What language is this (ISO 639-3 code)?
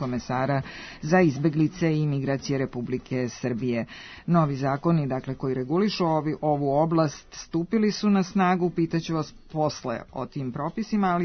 srp